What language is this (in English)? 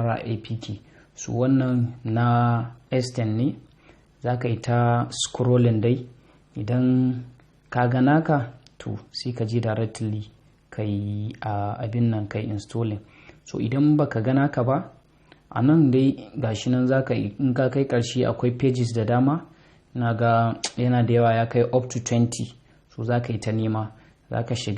Hausa